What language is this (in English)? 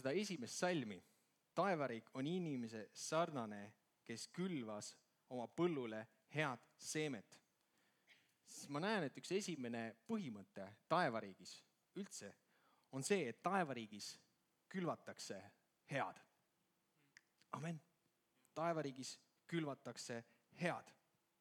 Estonian